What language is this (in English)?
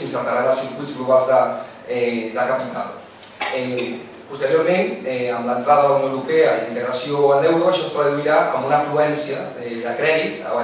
Catalan